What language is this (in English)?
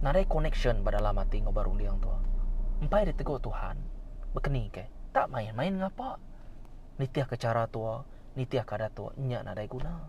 Iban